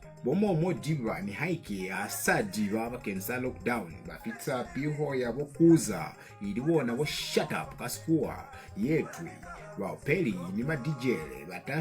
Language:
Lozi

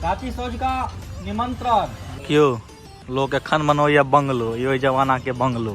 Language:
Maithili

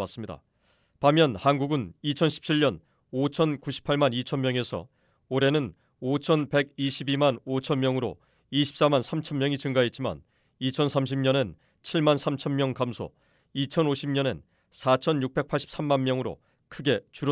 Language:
Korean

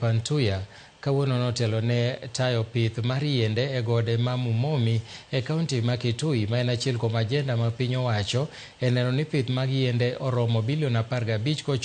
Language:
Luo (Kenya and Tanzania)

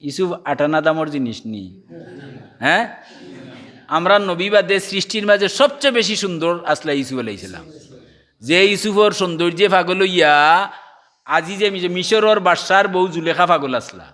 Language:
Sylheti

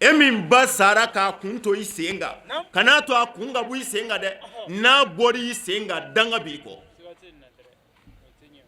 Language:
Bambara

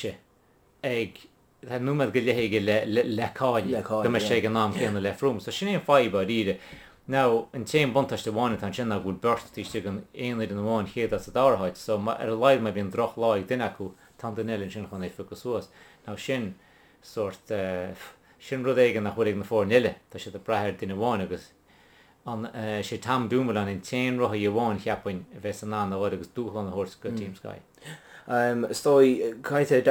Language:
Irish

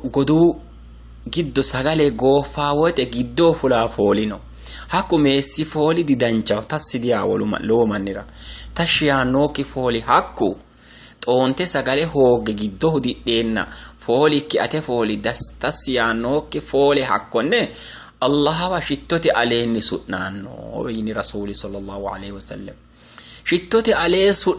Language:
Sidamo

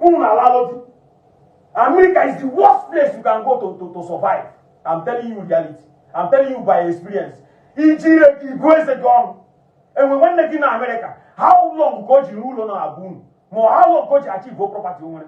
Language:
Igbo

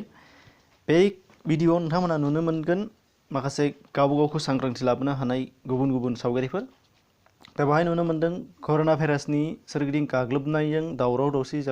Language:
Bodo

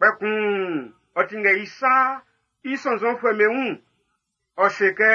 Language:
Baoulé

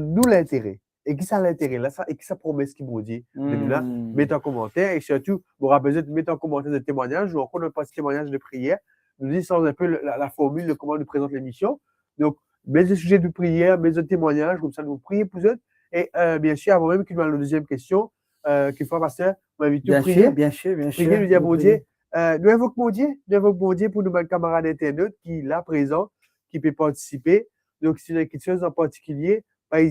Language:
Morisyen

